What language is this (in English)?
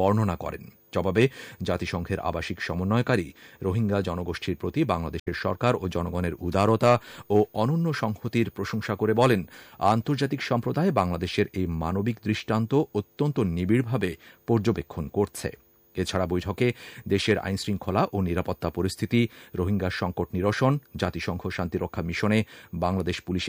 Bangla